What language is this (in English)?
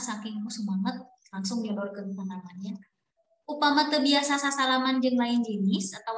Sundanese